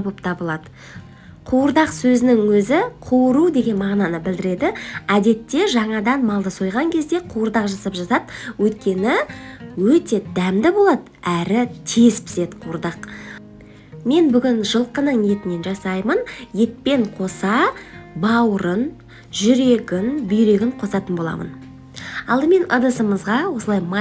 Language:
Kazakh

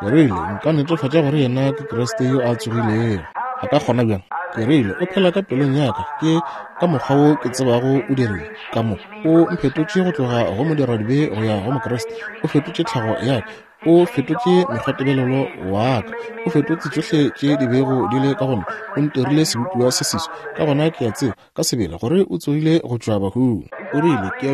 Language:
Northern Sotho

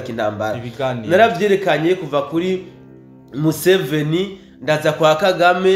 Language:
Rundi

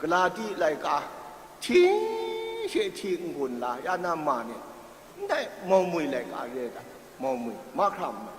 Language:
Kachin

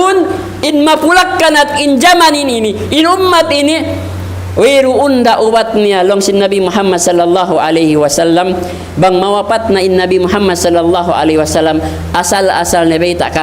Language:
Tausug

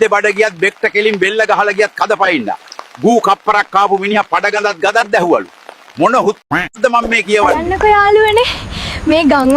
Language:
Sinhala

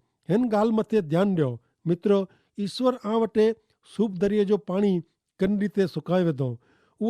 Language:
Kachhi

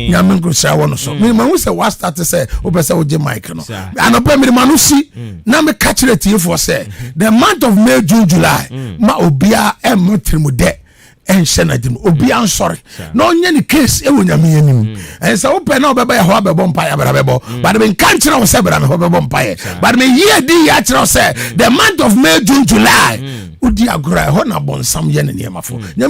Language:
Akan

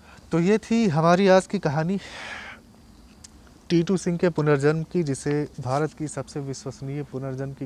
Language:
Hindi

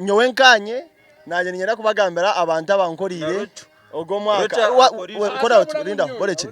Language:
Nyankole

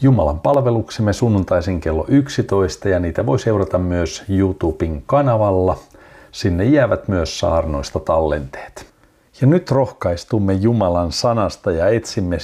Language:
Finnish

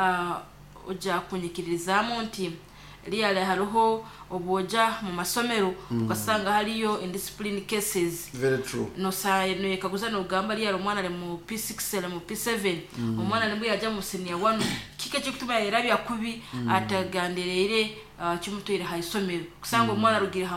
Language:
Nyoro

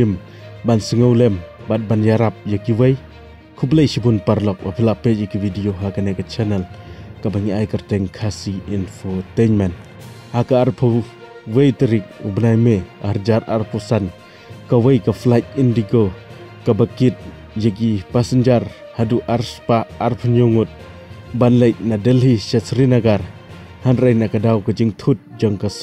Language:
Khasi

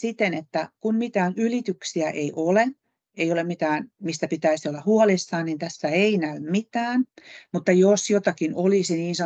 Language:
Finnish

